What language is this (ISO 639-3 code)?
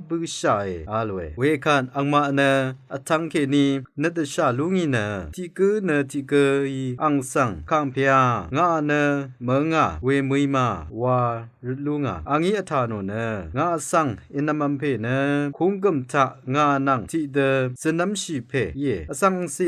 raw